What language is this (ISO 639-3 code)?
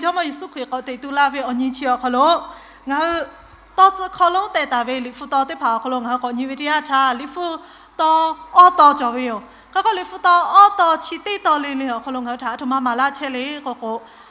lhu